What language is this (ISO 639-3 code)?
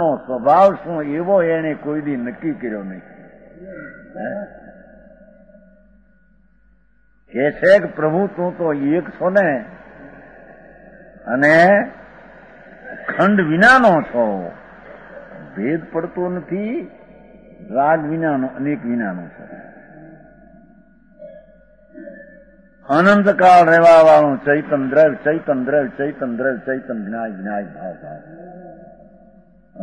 guj